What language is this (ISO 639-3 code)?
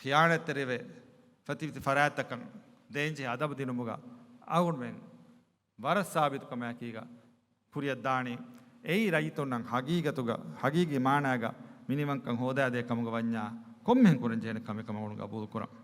div